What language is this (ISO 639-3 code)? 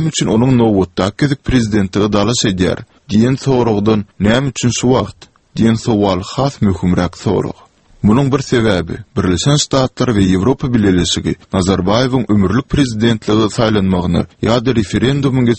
tuk